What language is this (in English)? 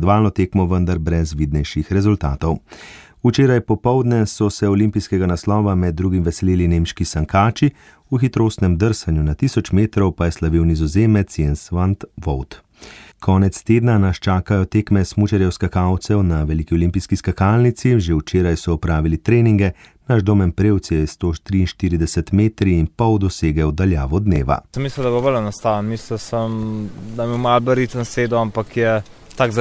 Slovenian